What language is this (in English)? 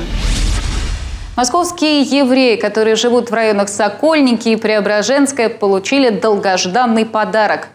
Russian